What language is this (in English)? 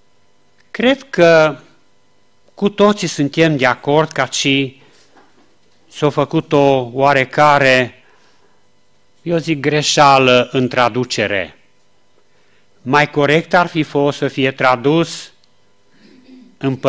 Romanian